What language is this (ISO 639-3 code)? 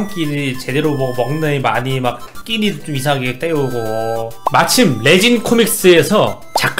kor